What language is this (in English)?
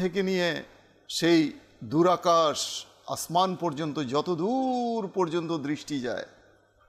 Bangla